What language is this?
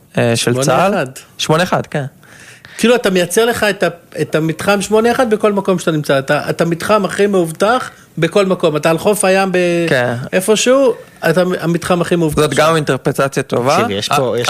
Hebrew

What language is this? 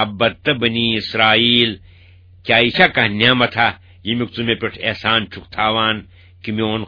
Kashmiri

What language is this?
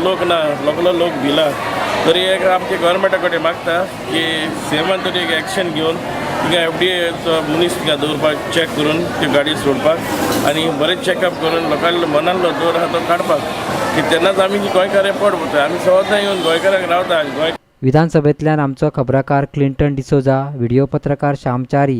Konkani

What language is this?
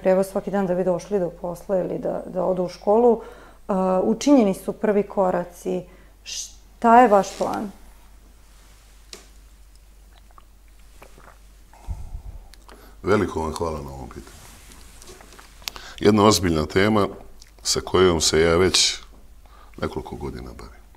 Serbian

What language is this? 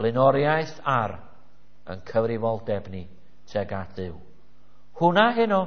Welsh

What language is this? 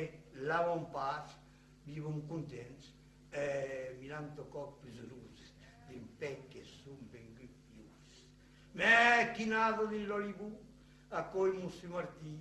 Occitan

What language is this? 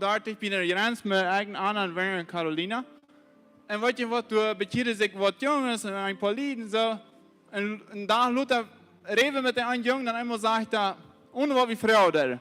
Plautdietsch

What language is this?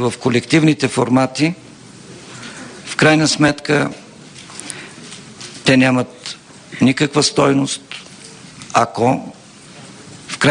Bulgarian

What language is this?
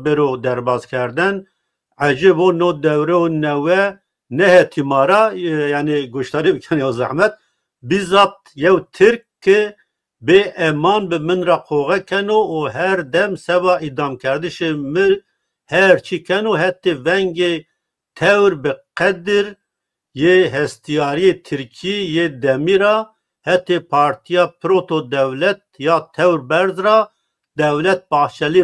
Zaza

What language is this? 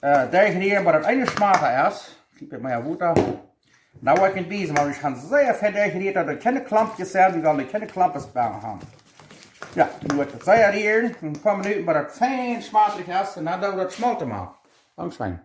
Plautdietsch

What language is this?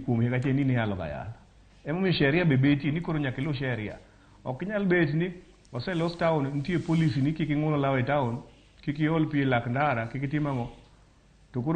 Luo (Kenya and Tanzania)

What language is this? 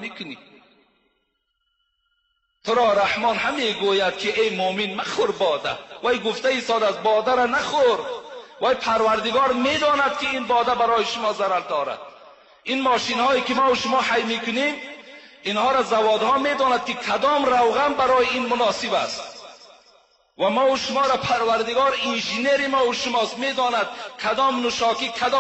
Persian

